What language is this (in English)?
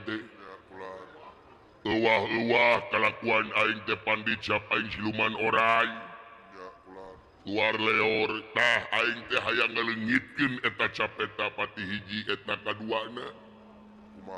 Sundanese